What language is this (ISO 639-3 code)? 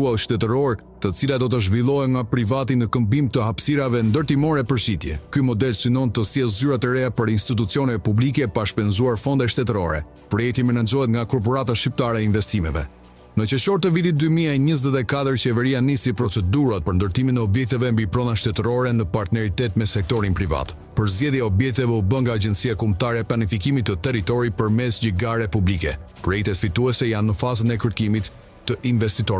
sqi